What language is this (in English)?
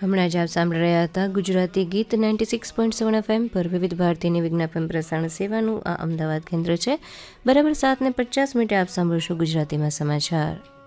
Gujarati